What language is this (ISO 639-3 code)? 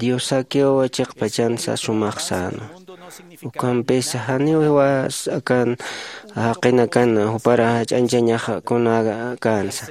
aym